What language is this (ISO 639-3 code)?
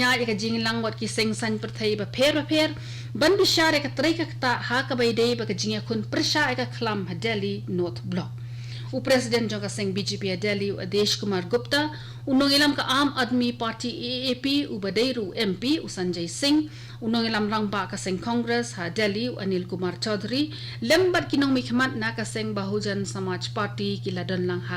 kha